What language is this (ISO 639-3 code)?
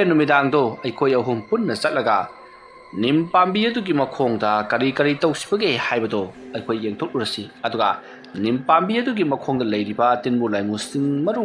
mni